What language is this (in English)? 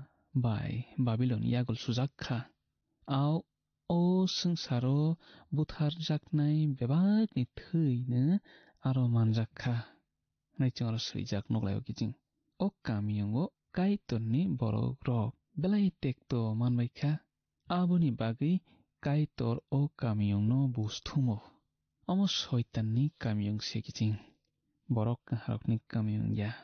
Kok Borok